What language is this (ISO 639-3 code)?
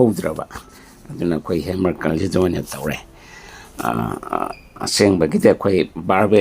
mni